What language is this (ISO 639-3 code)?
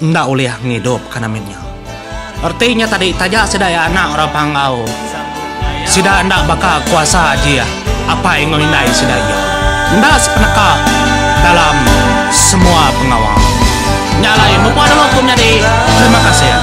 iba